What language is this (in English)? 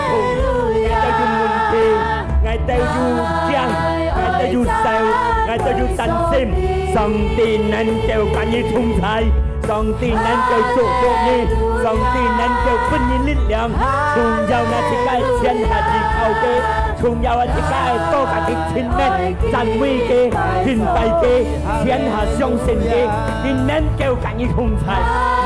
Hakka Chinese